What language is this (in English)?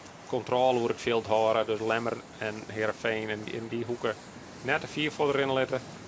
Western Frisian